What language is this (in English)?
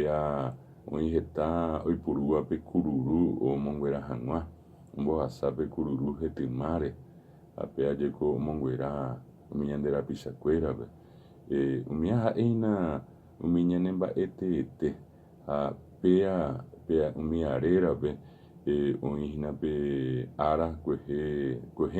Guarani